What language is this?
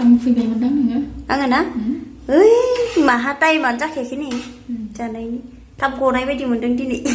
Bodo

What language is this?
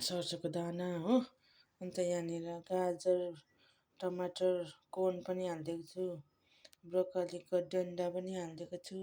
Nepali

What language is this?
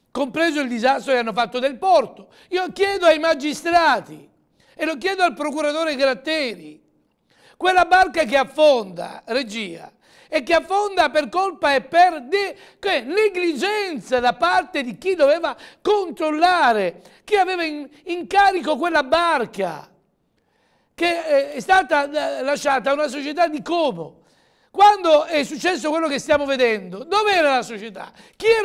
Italian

